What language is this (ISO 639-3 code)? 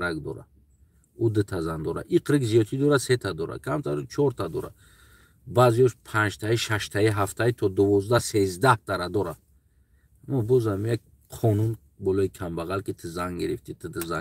tgk